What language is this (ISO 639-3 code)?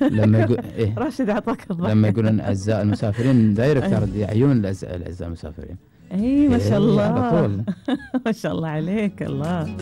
afb